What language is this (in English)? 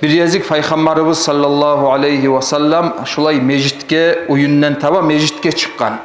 Kumyk